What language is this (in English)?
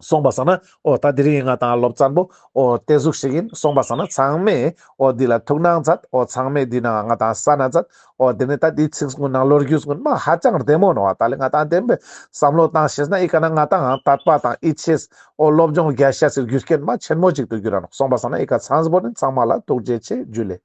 Ladakhi